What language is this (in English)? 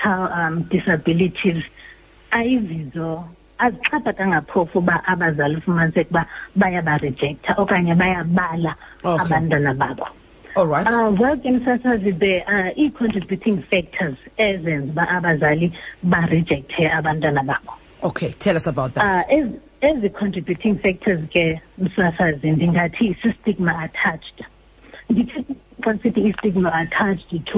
Xhosa